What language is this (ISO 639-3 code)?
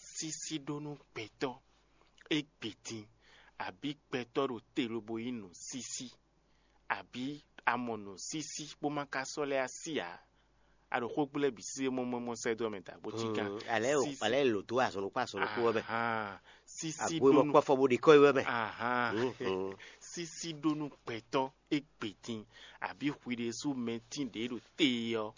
fon